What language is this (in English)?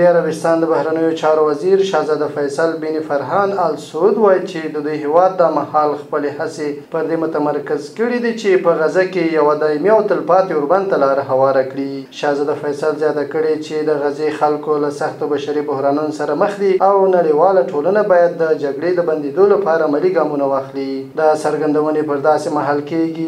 Pashto